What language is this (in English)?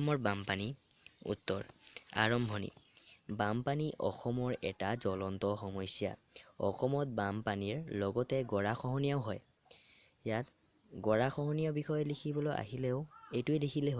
Assamese